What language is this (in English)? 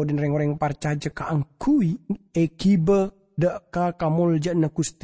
Madurese